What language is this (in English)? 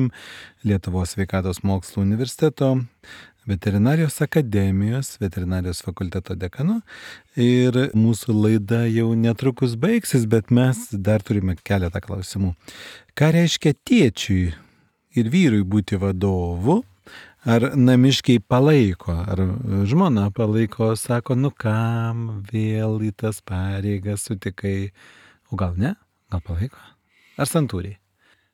Lithuanian